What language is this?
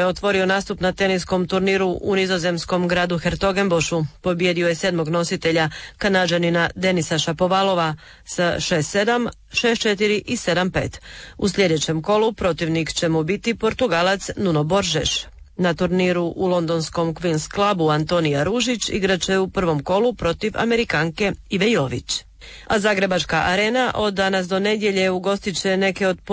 Croatian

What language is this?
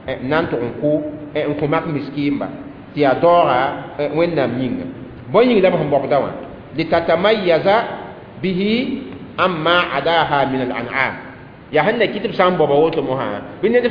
Mossi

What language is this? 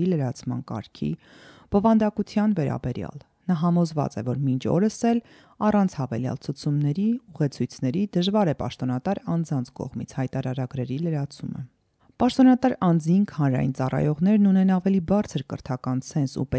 Armenian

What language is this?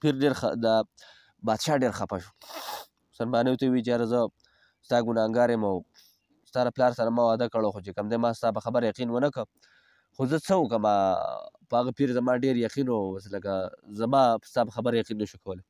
Pashto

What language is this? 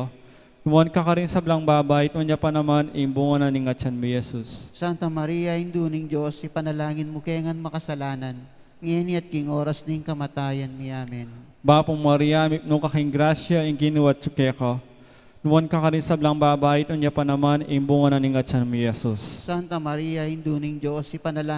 Pampanga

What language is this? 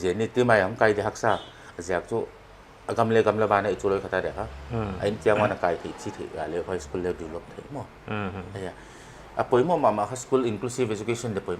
Paite Chin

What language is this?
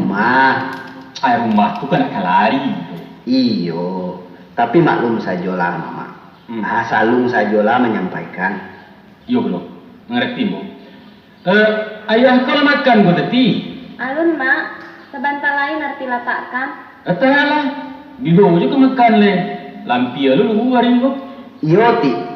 Minangkabau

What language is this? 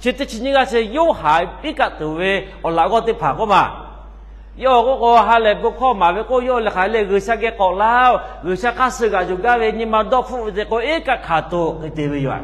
Lahu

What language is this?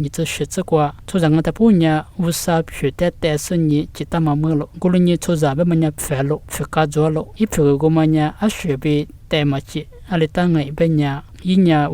Lisu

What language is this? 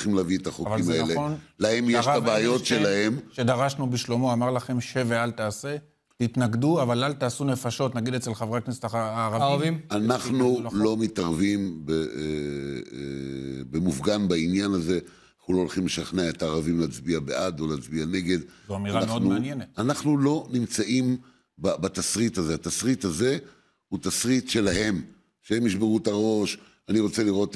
Hebrew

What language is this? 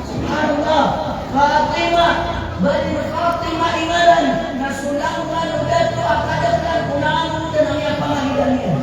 Maranao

